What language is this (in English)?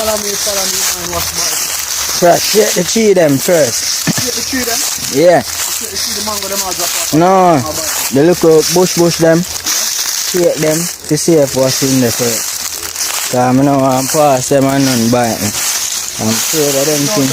Jamaican Creole English